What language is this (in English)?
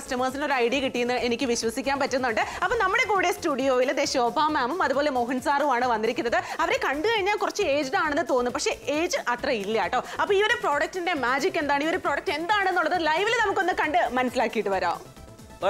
Malayalam